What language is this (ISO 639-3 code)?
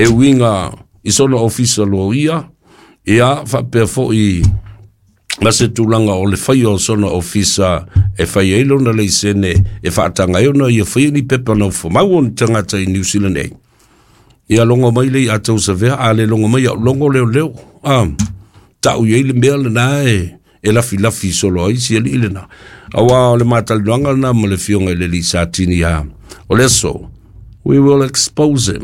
smo